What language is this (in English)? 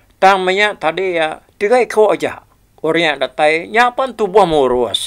Iban